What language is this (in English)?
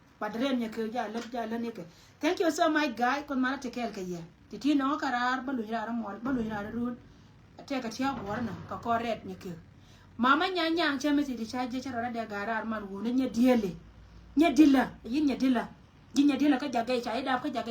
Nuer